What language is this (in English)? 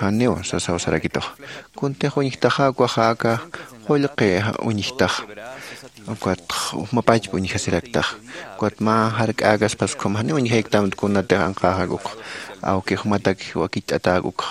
Aymara